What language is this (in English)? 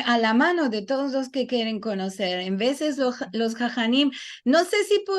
Ladino